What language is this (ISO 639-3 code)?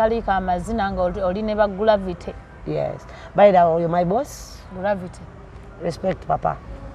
lug